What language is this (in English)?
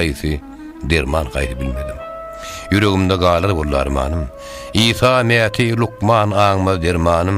Turkmen